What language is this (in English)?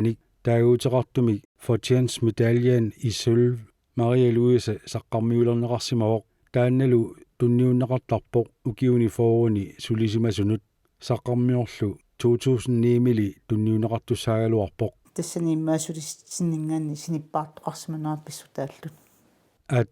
Kalaallisut